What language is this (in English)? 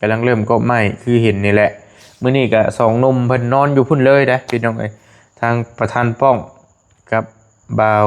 Lao